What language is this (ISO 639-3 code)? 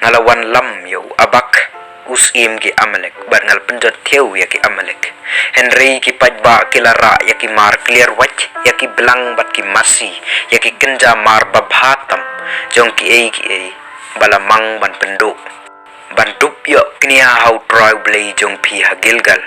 kha